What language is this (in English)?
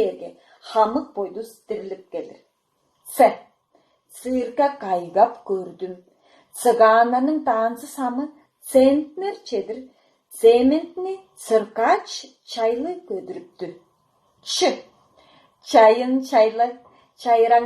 Tuvinian